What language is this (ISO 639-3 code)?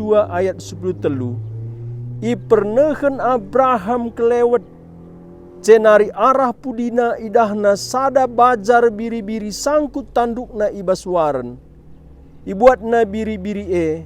btx